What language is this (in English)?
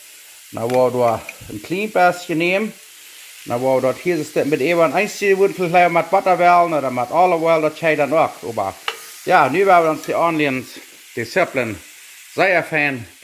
Plautdietsch